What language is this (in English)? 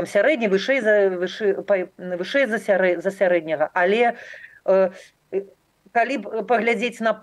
Belarusian